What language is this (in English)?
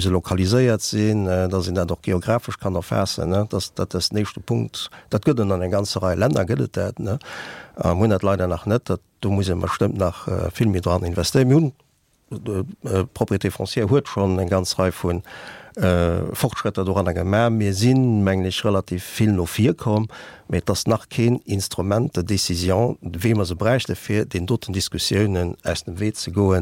Luxembourgish